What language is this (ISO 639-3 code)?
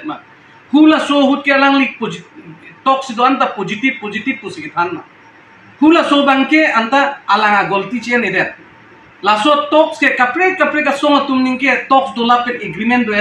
mjw